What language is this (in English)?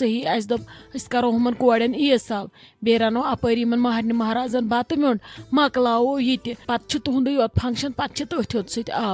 Kashmiri